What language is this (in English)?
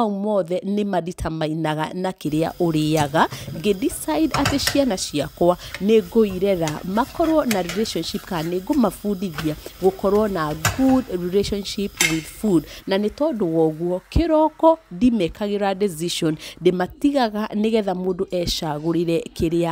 Kikuyu